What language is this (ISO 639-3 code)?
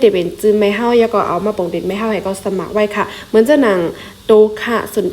shn